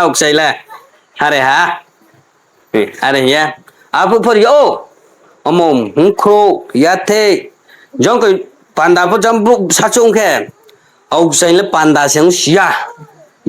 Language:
Riang (India)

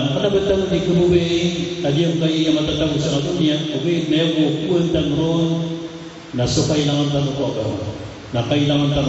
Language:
Maranao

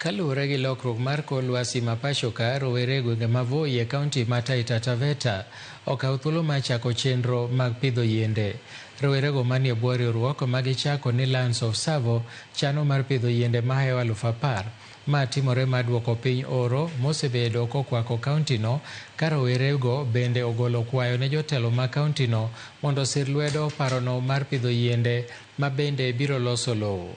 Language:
Luo (Kenya and Tanzania)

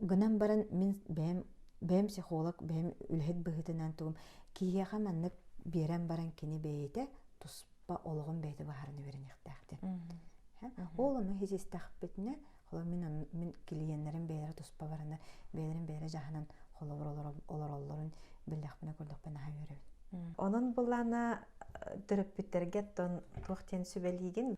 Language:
Yakut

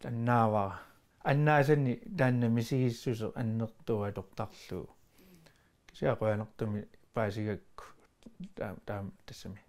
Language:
Kalaallisut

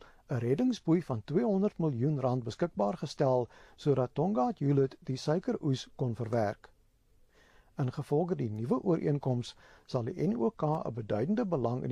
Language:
Afrikaans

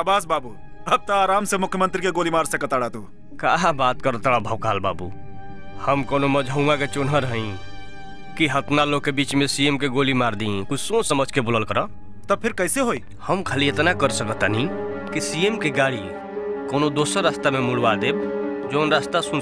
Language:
Bhojpuri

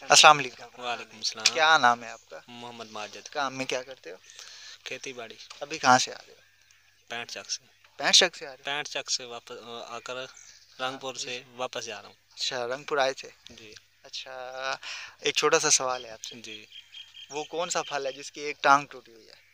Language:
Saraiki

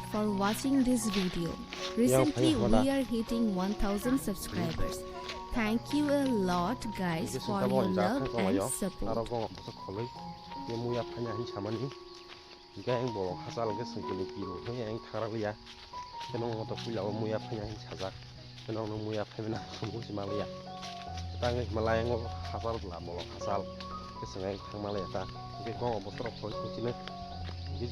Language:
Kok Borok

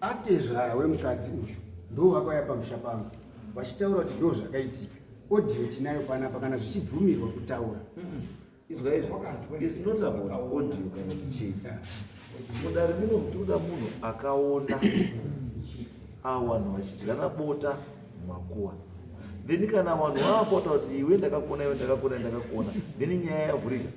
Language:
Shona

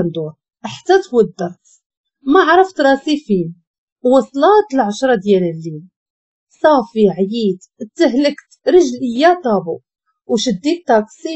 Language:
Moroccan Arabic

